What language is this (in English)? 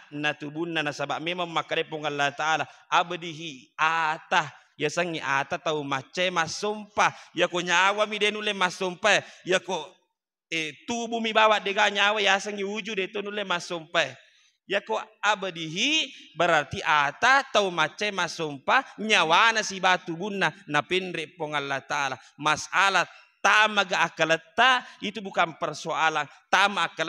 Buginese